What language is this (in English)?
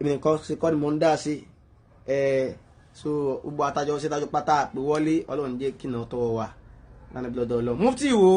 Yoruba